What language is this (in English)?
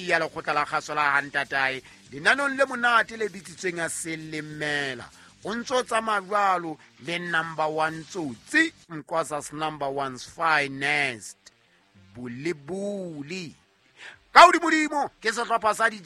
Southern Sotho